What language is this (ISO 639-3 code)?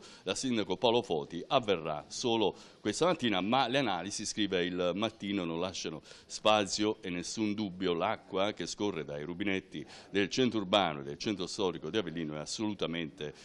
ita